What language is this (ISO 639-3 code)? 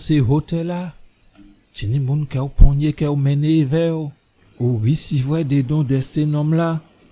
gcf